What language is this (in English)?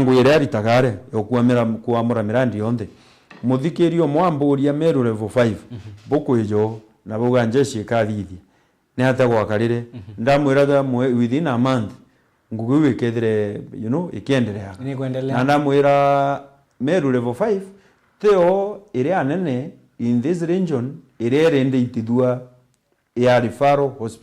Meru